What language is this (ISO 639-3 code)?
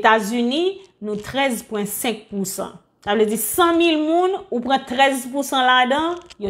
hat